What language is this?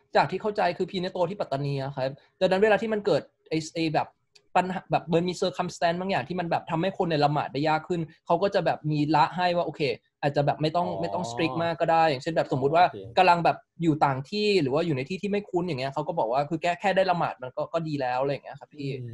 Thai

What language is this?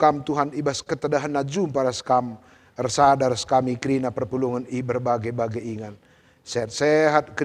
Batak Karo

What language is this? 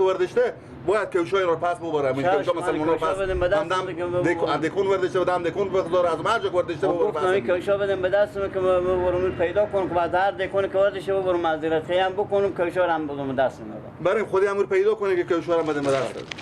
Persian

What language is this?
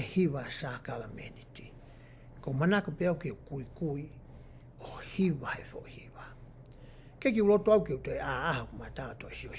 Tongan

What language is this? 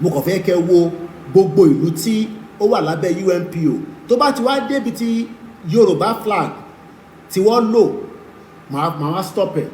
Yoruba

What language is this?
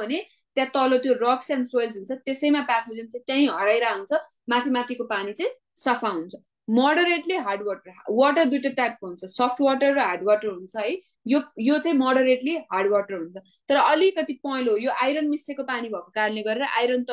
Nepali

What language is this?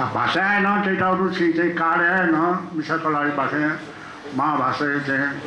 Newari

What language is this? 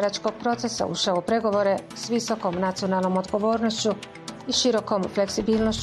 Bosnian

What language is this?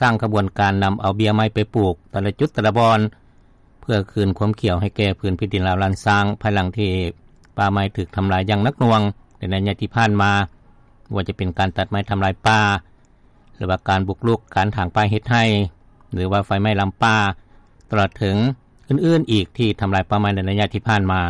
Lao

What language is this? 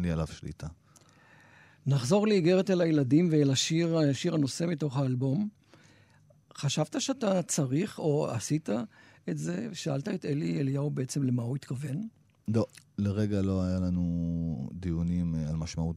Hebrew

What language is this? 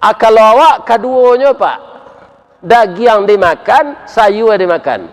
Minangkabau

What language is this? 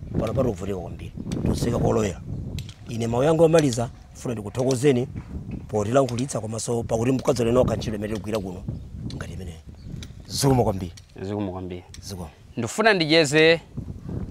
Nyanja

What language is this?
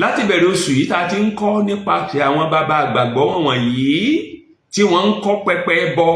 Yoruba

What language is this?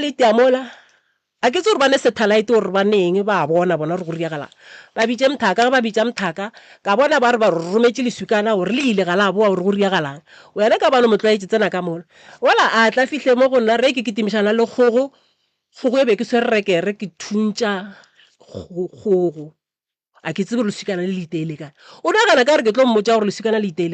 Northern Sotho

